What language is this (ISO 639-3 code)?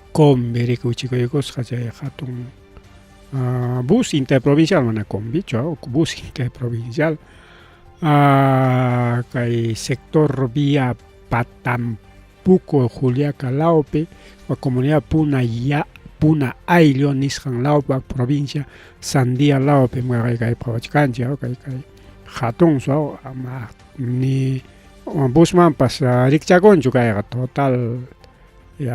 quy